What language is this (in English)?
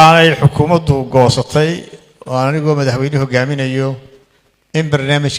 Somali